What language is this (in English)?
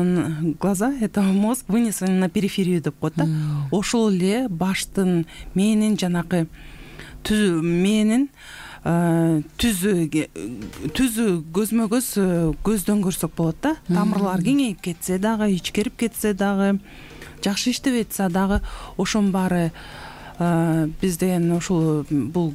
Kyrgyz